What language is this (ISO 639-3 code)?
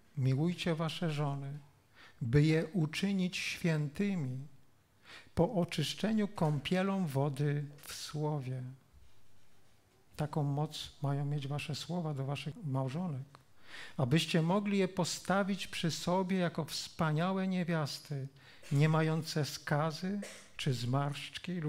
pol